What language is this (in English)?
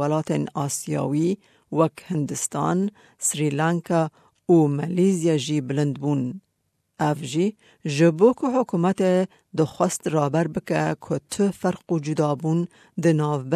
Kurdish